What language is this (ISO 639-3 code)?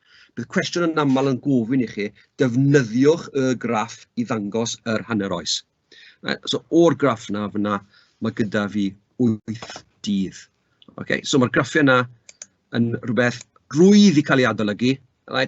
cym